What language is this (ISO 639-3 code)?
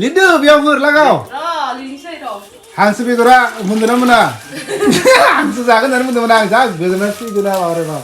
brx